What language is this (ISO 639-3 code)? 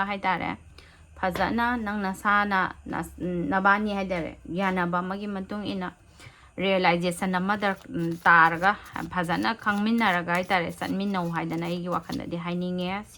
mni